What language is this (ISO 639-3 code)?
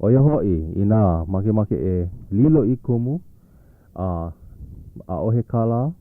haw